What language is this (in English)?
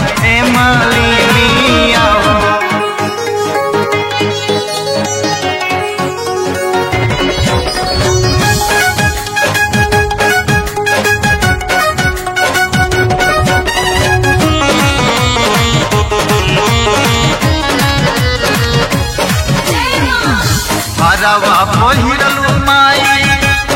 Bhojpuri